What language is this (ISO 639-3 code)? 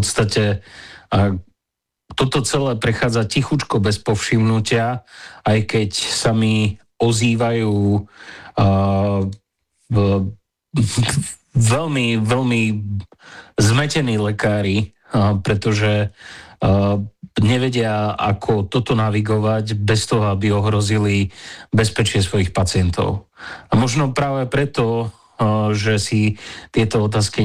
slk